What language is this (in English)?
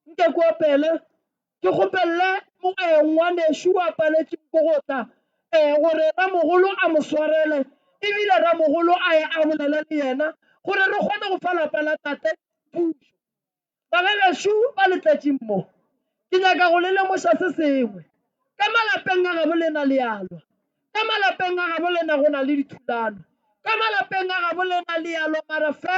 Northern Sotho